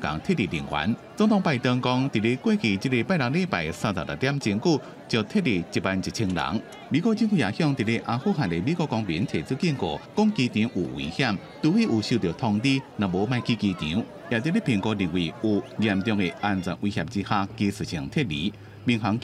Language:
Min Nan Chinese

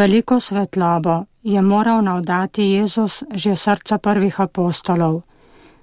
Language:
Slovenian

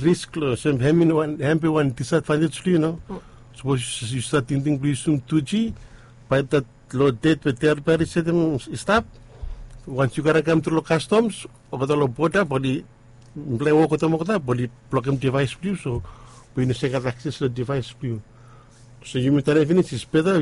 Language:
Bislama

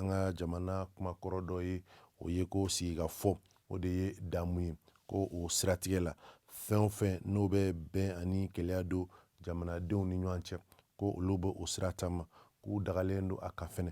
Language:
Bambara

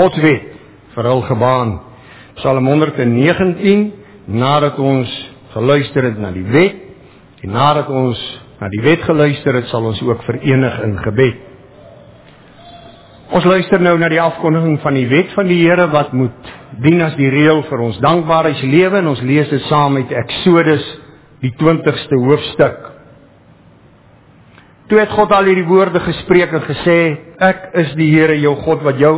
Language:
Afrikaans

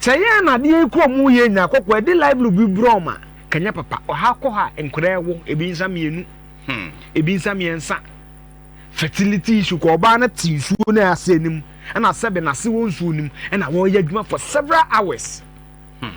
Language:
Akan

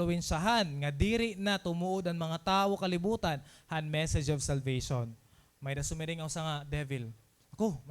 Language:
Waray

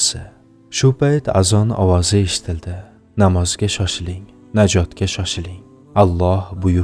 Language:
Uzbek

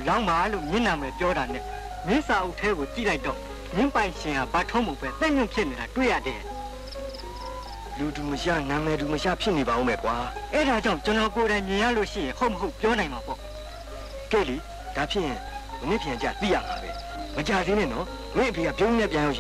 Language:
Burmese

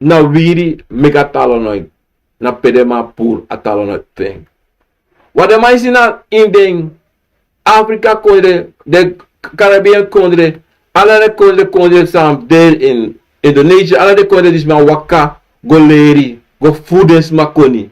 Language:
Sranan Tongo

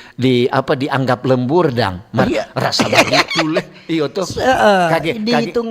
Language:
Manado Malay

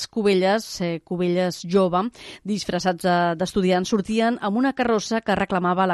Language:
Catalan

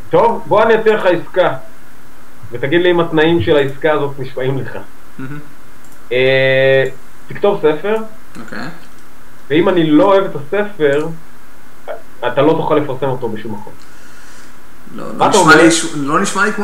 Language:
Hebrew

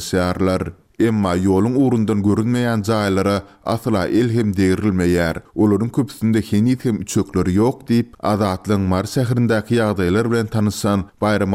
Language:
Turkmen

